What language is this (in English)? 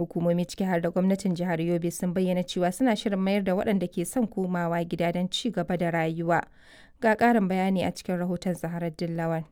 Hausa